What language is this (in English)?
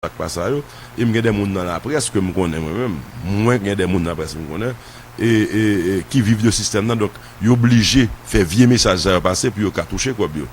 Haitian Creole